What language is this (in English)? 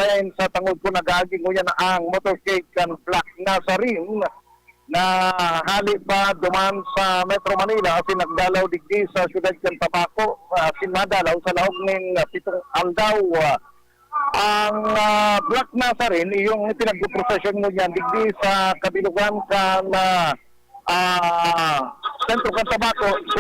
Bikol